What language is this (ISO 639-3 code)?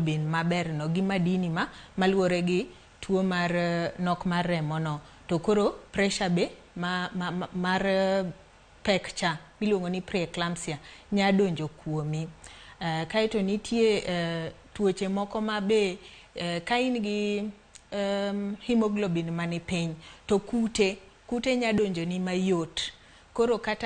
luo